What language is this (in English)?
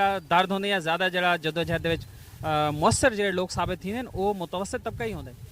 Saraiki